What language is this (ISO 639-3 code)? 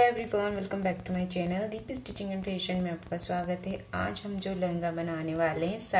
hin